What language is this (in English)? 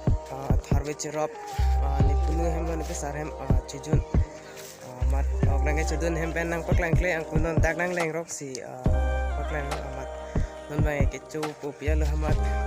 Karbi